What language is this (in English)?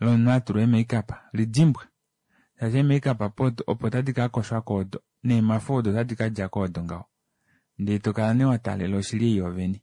Kuanyama